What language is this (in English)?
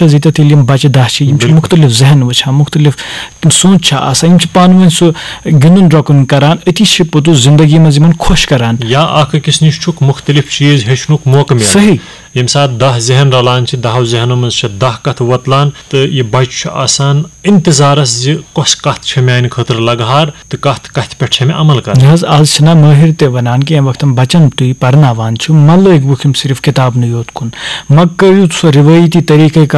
Kashmiri